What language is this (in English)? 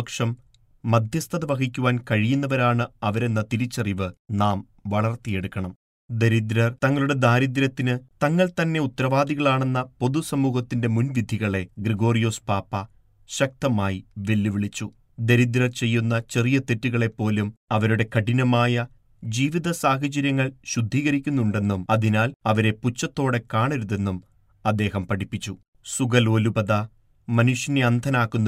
Malayalam